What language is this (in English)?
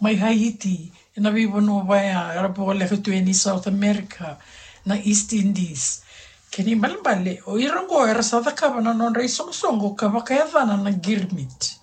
Fijian